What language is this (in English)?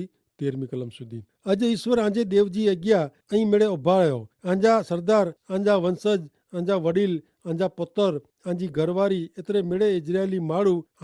Kachhi